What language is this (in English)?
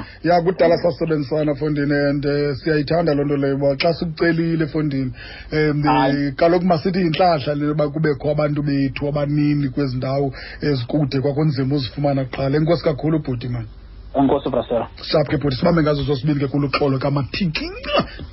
Xhosa